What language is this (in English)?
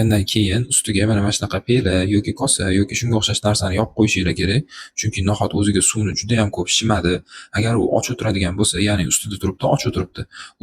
Uzbek